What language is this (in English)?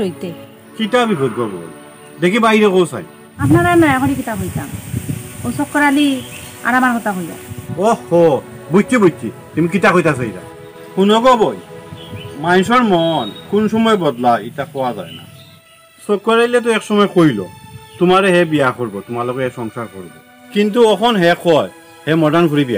Sylheti